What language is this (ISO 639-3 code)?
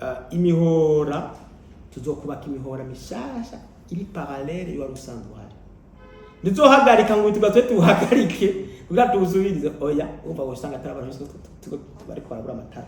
run